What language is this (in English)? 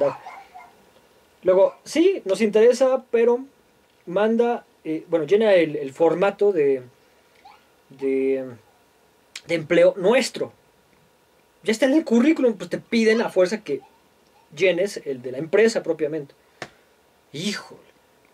Spanish